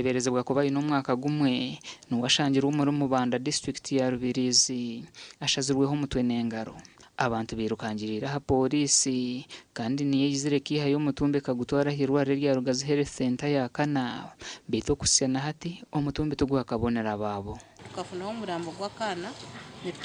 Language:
Nyankole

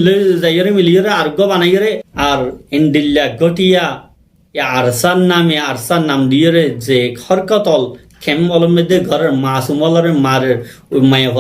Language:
Rohingya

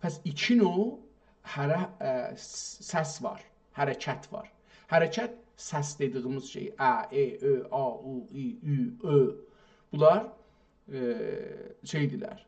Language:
South Azerbaijani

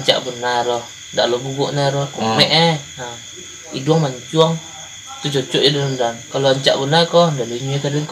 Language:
Minangkabau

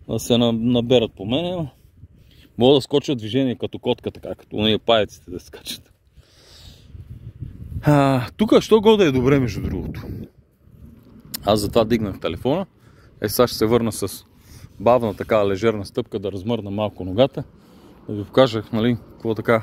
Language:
Bulgarian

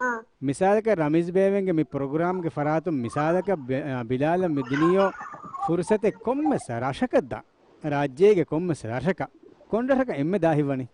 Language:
Divehi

